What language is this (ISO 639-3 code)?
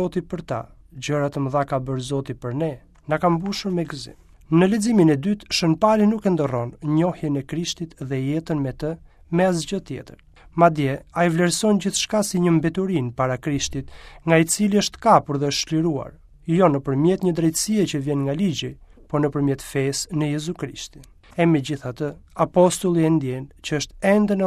sqi